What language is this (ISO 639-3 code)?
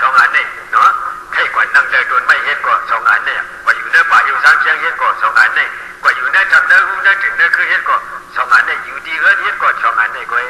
shn